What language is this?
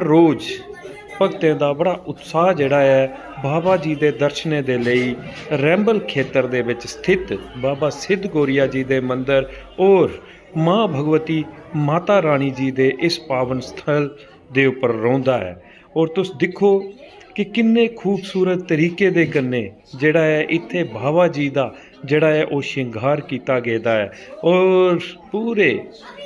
Dogri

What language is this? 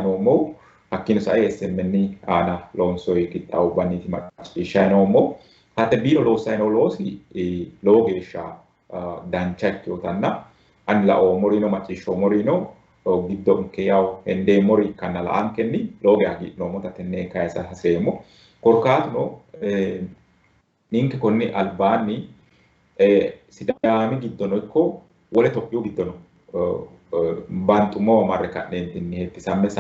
Sidamo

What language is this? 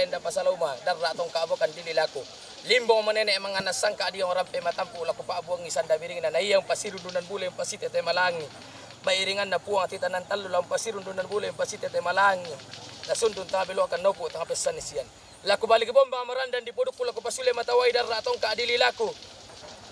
Toraja-Sa'dan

